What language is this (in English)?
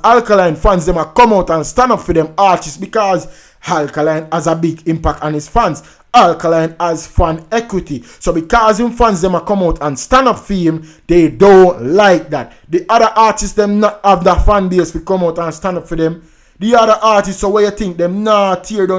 Jamaican Creole English